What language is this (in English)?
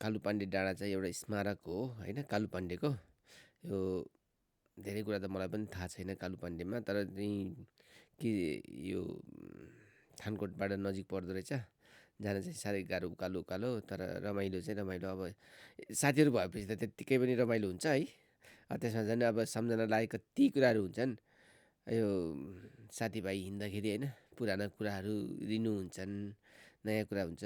Nepali